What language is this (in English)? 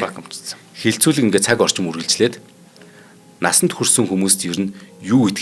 Mongolian